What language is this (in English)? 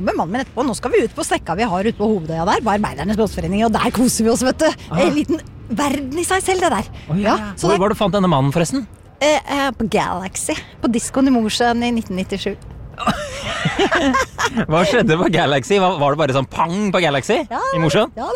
Norwegian